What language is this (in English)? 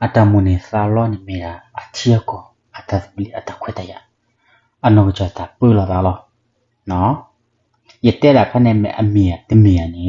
S'gaw Karen